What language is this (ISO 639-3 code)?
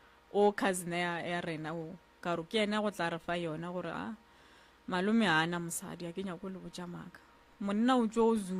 nso